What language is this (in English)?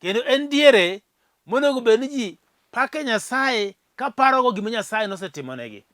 Luo (Kenya and Tanzania)